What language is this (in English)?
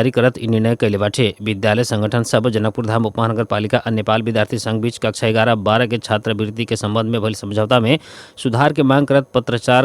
Bhojpuri